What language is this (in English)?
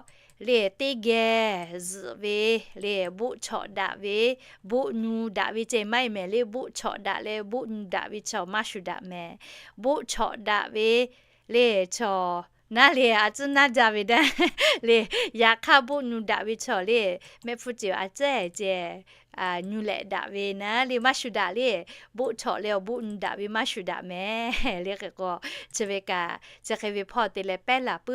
Lahu